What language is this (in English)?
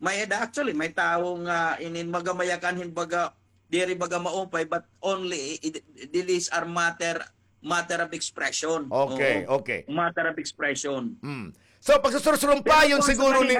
Waray